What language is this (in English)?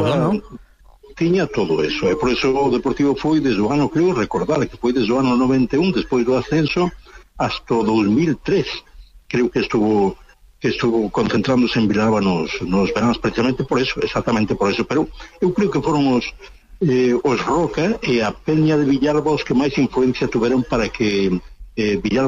Galician